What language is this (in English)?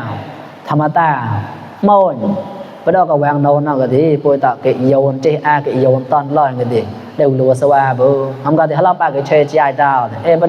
Mon